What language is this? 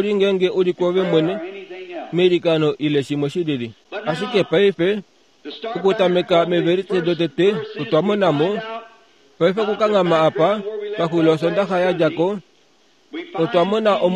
Kuanyama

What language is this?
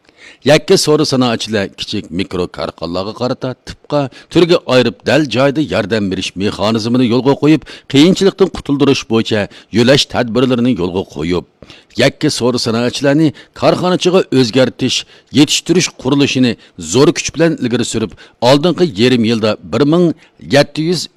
Uyghur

